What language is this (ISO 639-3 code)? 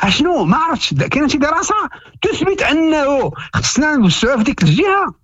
ary